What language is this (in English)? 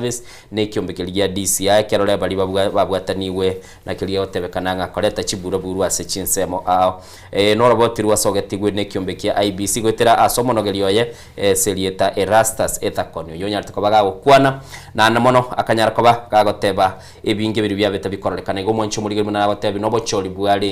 Gusii